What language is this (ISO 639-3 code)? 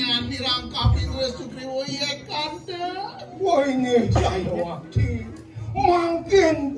ban